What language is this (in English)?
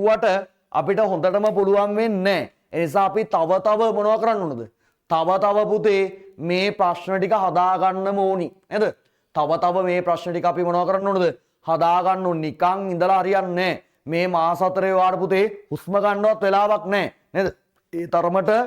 Sinhala